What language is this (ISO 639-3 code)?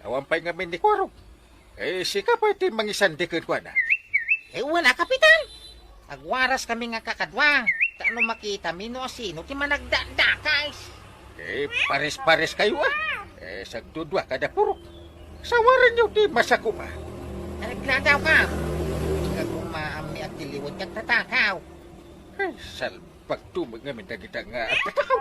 ilo